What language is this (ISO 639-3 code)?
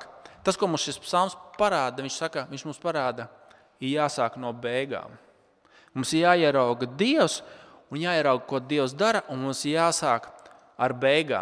lav